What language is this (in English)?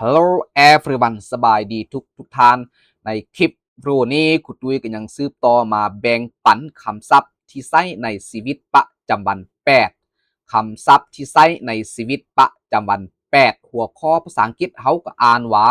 Lao